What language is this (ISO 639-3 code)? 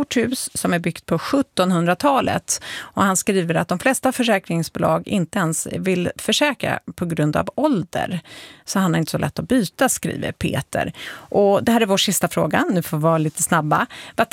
swe